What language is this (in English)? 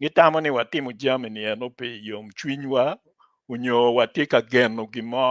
Acoli